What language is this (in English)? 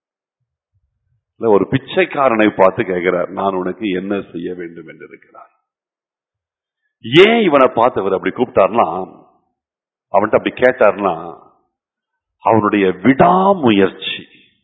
Tamil